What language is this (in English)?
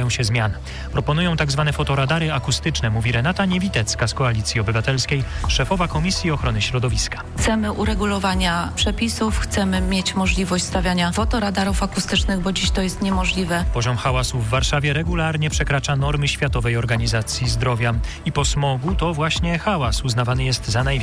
Polish